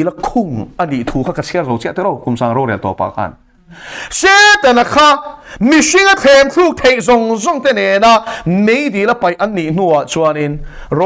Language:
Mizo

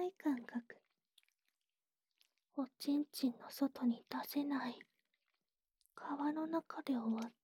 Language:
Japanese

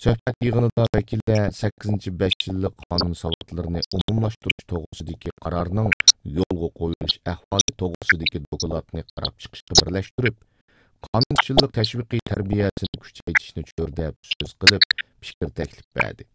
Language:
Uyghur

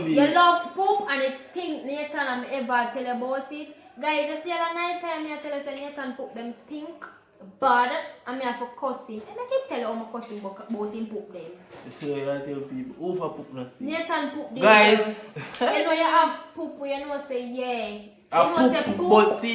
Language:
Jamaican Creole English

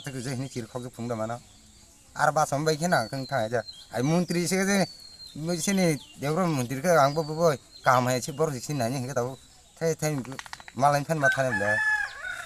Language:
Kok Borok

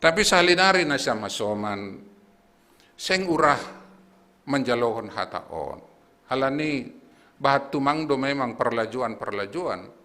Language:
Batak Simalungun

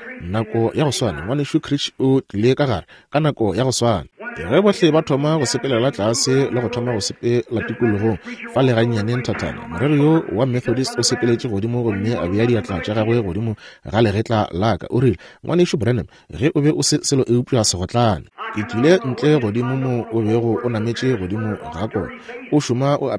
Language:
Northern Sotho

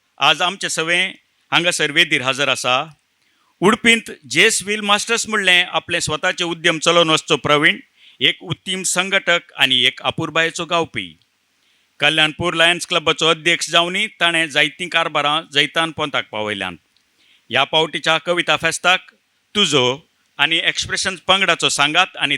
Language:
Konkani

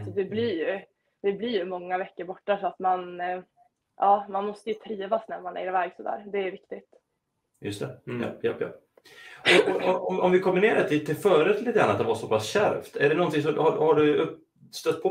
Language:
Swedish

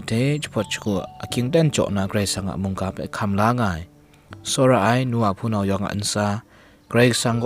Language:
Kachin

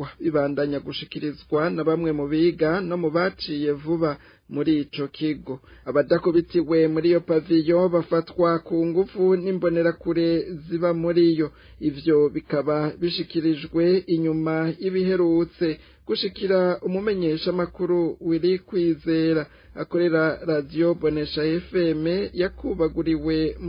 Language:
Rundi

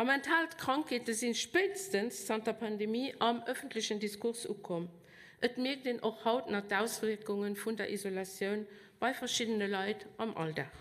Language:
Luxembourgish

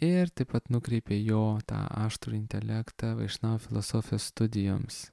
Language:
Lithuanian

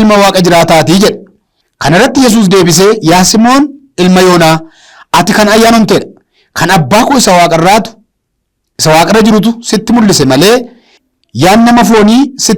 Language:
Oromo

